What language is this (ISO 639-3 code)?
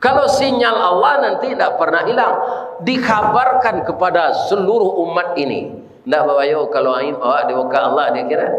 min